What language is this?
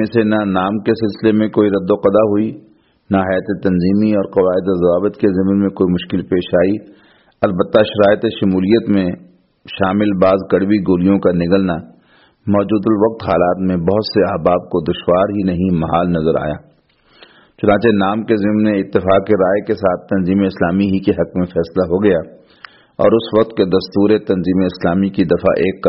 Urdu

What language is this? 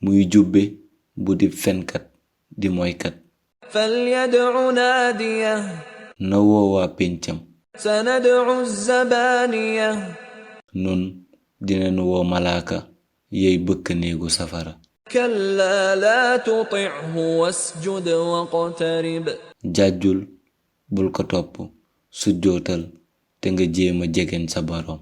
Wolof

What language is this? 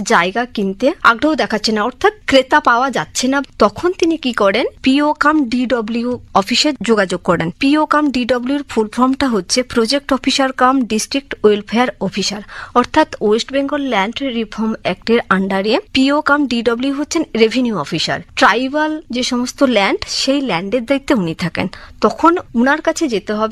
Bangla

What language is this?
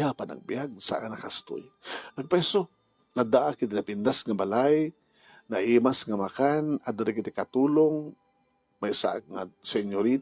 Iloko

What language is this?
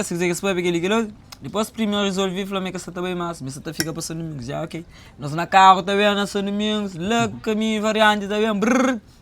Kabuverdianu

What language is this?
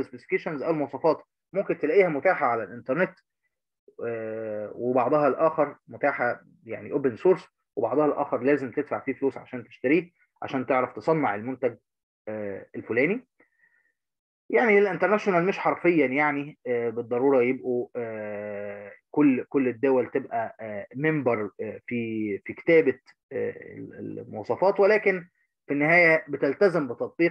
Egyptian Arabic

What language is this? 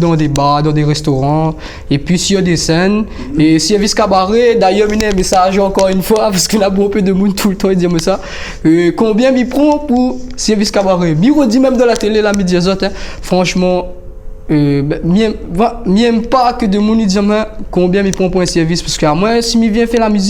Réunion Creole French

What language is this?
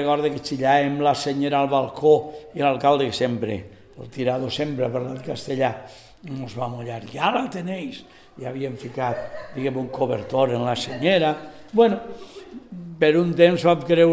Catalan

